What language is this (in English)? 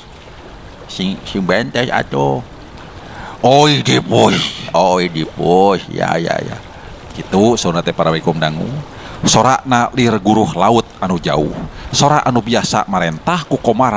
Sundanese